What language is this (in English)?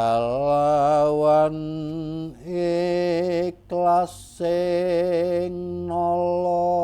Javanese